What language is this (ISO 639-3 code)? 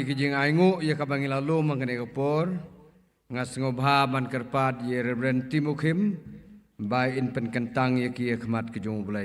kha